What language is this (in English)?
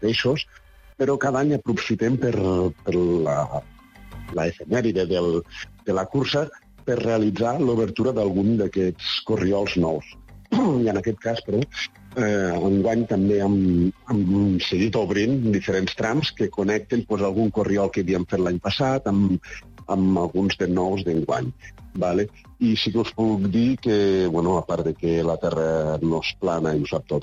Catalan